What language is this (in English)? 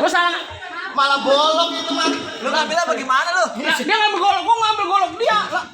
Betawi